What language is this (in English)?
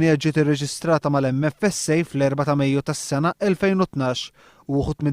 Maltese